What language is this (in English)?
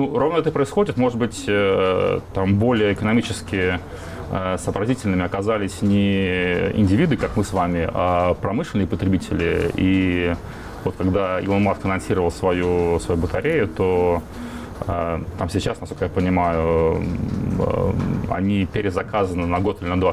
Russian